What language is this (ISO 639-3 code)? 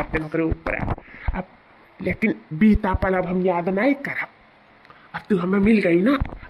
awa